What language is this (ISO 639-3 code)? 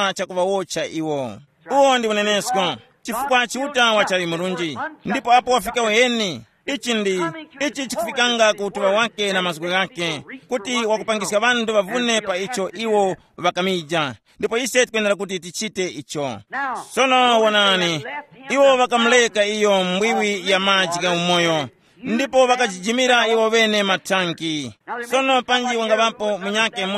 tum